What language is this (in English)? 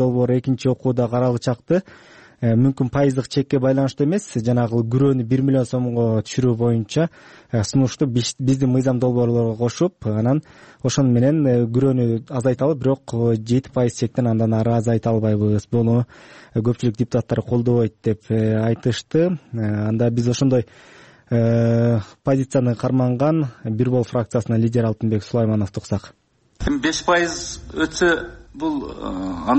Kyrgyz